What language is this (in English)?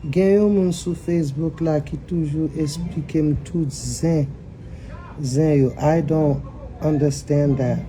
Haitian Creole